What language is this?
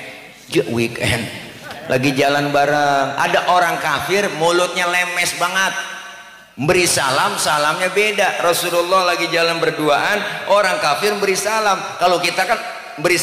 Betawi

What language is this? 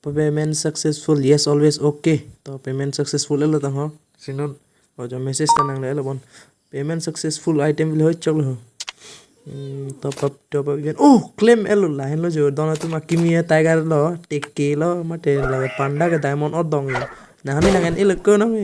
Karbi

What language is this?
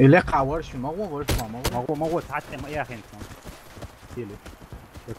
Chechen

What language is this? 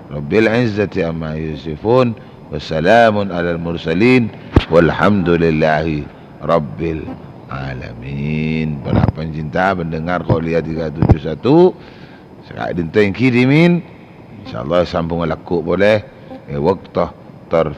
Madurese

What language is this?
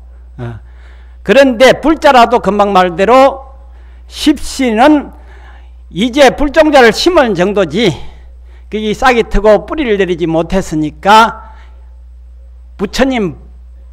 Korean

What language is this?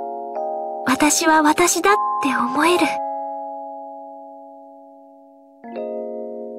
Japanese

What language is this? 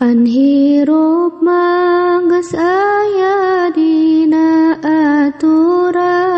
Sundanese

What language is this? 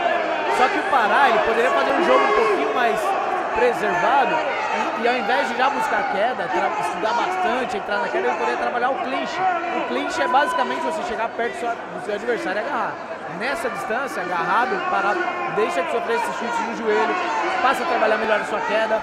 Portuguese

